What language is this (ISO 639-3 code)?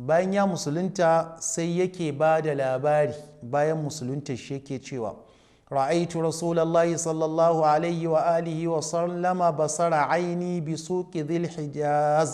hau